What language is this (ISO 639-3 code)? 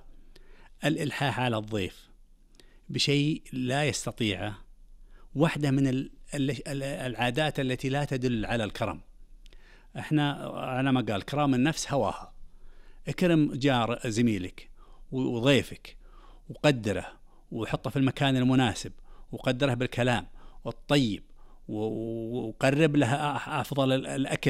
ars